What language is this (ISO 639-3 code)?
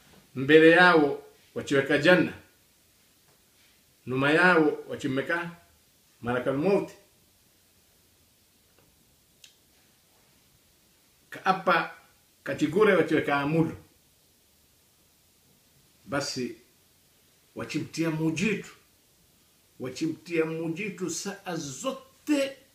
swa